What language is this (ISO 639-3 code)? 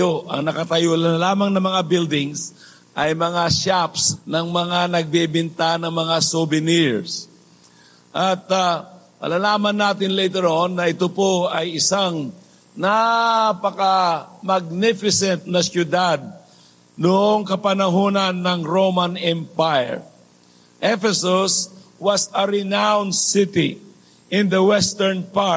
fil